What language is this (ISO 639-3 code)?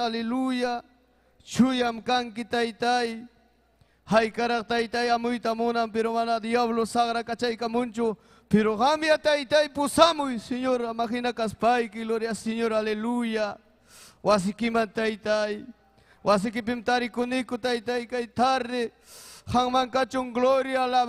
quy